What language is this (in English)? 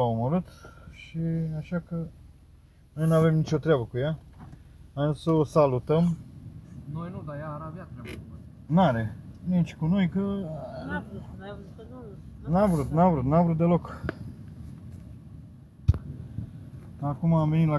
Romanian